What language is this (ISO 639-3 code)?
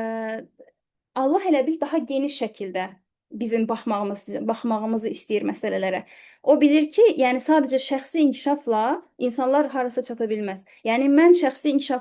aze